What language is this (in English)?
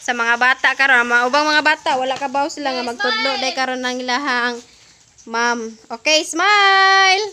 Cebuano